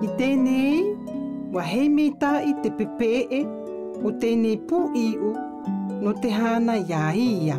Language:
South Marquesan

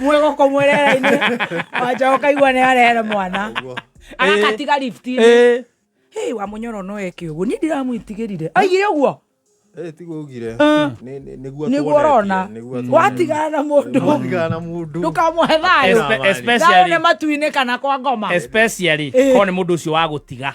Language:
Kikuyu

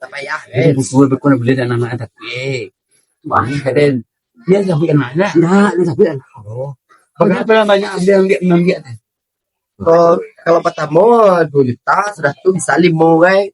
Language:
Minangkabau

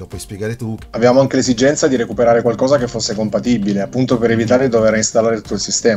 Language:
Italian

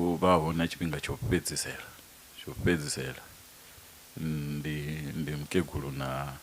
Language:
Venda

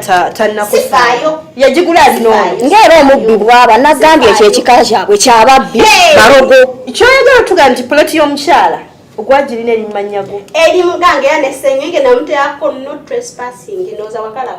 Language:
Ganda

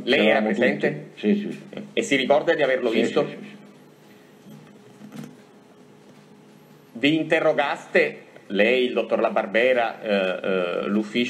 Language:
Italian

